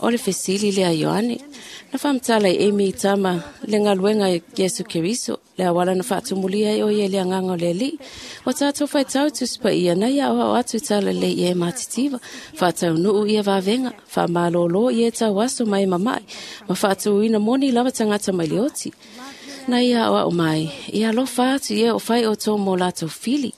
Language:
Samoan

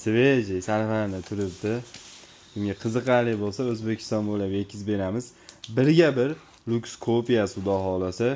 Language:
Uzbek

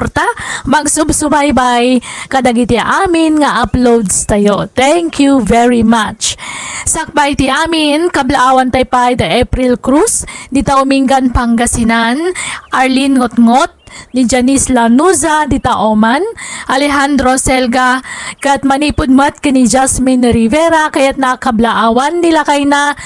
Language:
Iloko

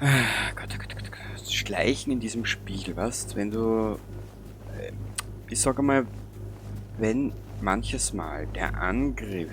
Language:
Bavarian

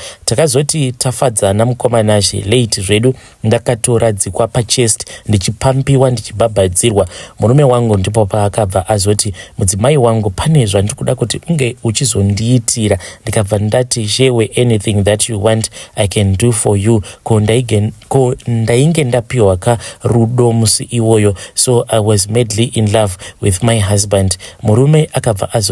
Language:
Shona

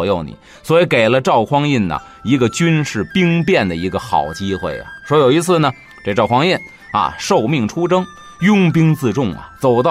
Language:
Chinese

